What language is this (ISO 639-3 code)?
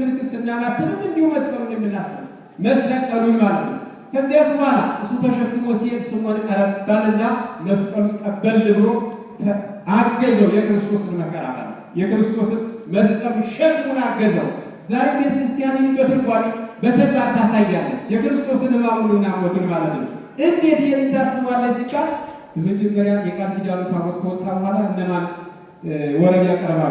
amh